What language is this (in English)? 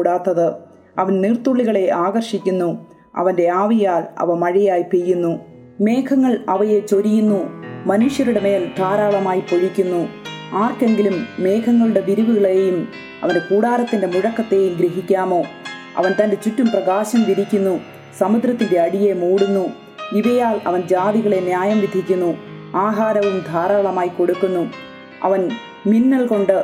Malayalam